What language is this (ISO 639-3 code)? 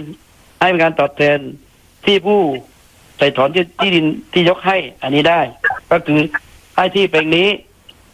tha